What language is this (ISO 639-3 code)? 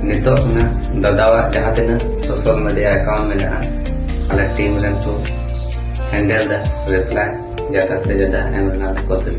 sat